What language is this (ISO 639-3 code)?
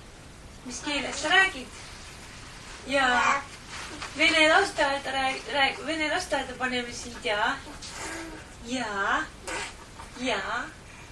est